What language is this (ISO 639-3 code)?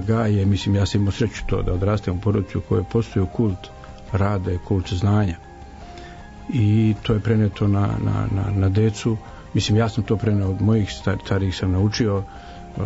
srp